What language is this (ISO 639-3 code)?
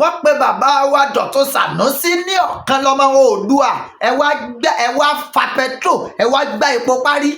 yor